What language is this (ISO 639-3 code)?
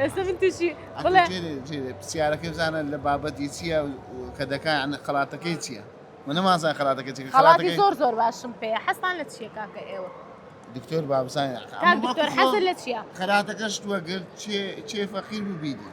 ckb